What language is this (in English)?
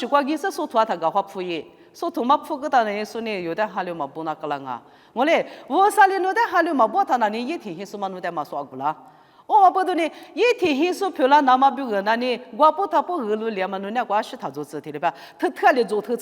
Lisu